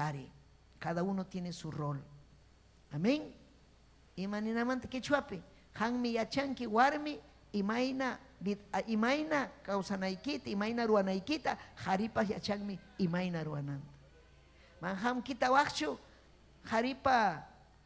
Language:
Ayacucho Quechua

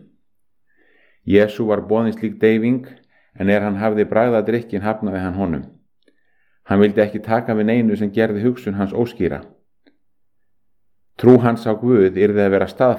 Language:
Icelandic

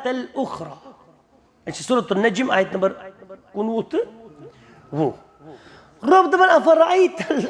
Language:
Kashmiri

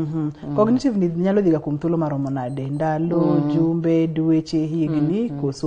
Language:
Luo (Kenya and Tanzania)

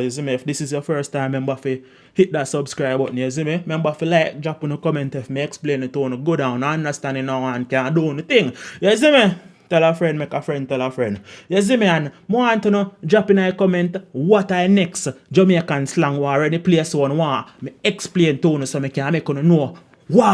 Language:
Jamaican Creole English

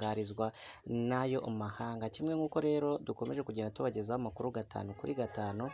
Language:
Kinyarwanda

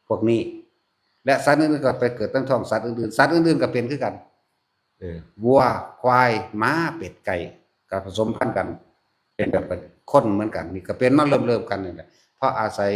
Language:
Northeastern Thai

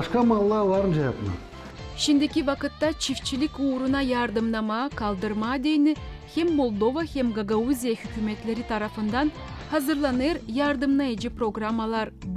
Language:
Gagauz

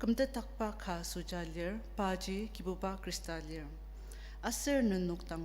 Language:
Ao Naga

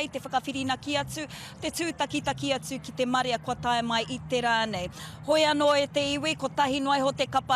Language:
Māori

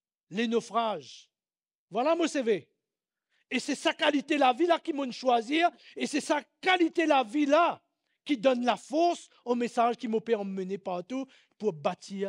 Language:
Morisyen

